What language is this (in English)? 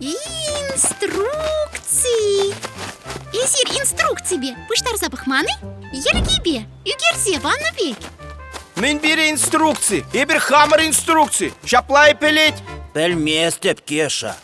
Chuvash